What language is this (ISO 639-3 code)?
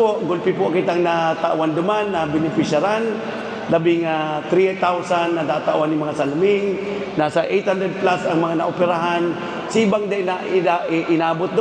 bik